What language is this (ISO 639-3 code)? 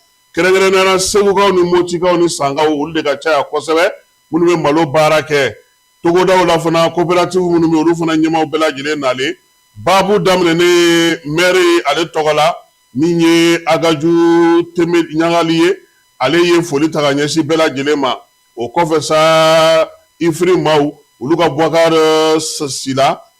bam